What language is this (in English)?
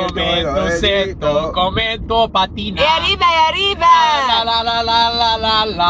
Egyptian Arabic